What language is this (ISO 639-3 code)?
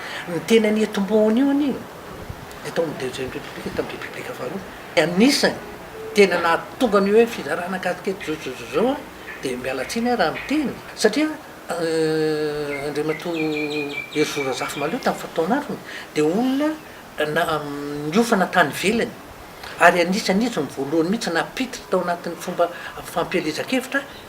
mlg